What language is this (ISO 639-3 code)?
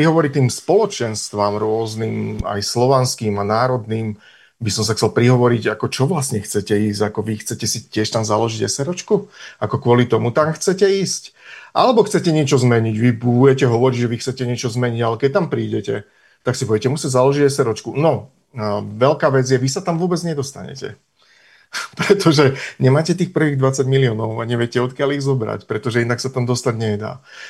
slk